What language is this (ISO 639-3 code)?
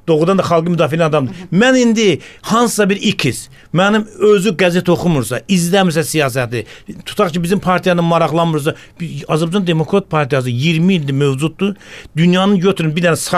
aze